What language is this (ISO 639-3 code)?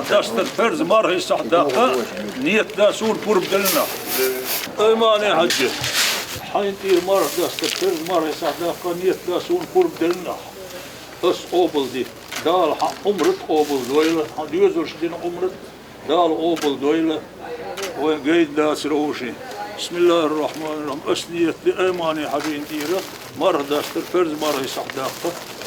che